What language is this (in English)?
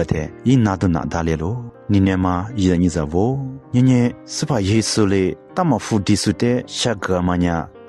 Lisu